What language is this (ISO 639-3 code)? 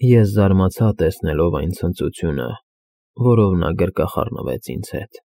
hye